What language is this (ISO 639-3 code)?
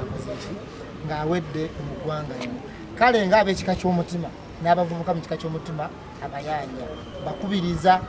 lug